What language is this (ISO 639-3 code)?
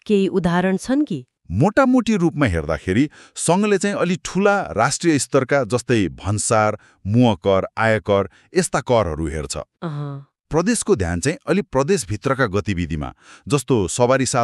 nep